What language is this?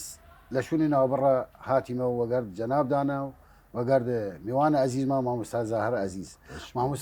Southern Kurdish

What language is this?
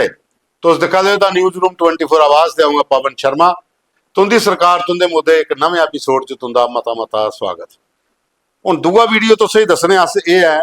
Dogri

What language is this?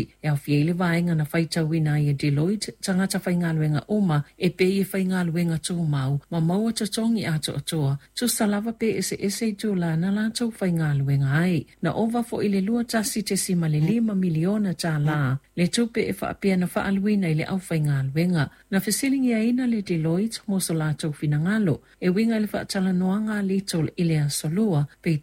Samoan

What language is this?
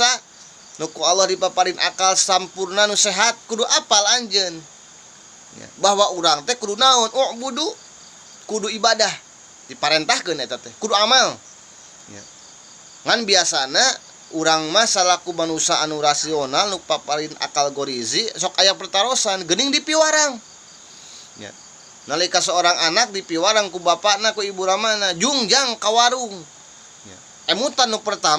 Sundanese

